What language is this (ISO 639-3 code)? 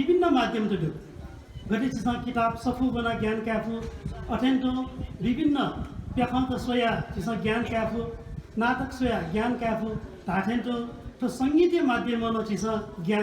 new